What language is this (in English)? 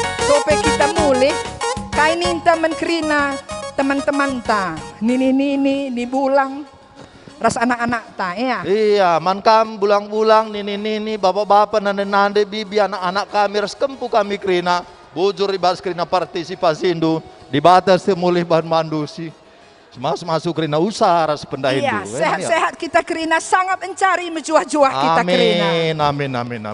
Batak Karo